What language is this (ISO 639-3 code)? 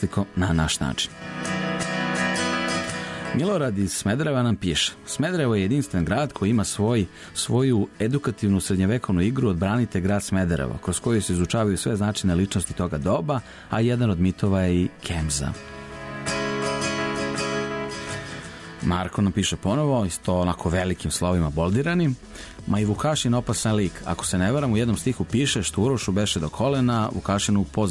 srp